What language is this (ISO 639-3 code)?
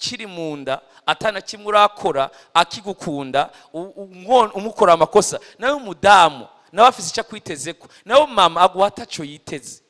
run